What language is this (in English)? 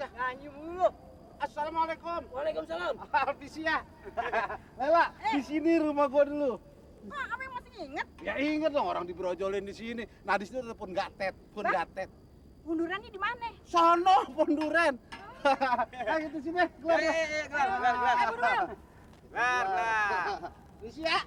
Betawi